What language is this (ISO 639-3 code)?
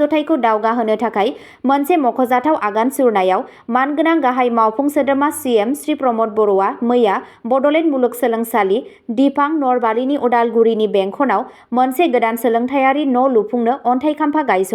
brx